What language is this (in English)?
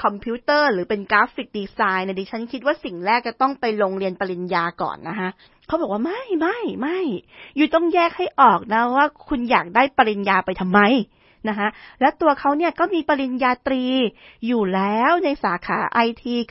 Thai